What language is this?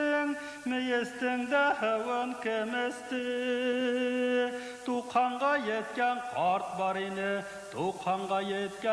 Bashkir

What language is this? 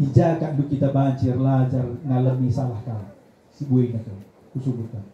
Batak Karo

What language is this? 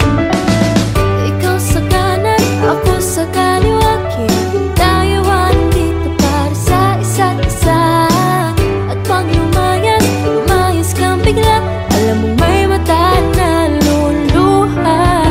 Filipino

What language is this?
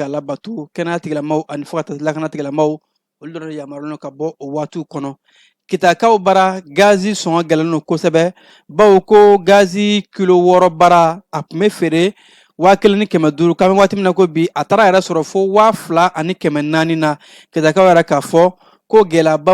Bambara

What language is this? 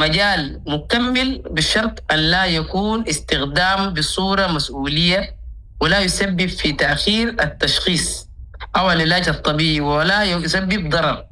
Sudanese Arabic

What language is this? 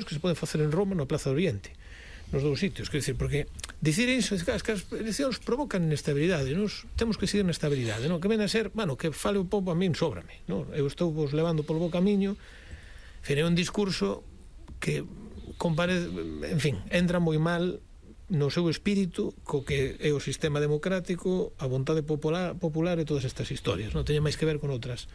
Galician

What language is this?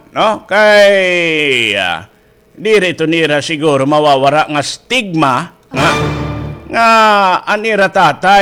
Waray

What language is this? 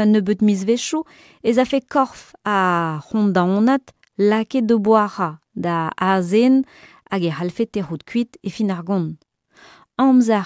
Breton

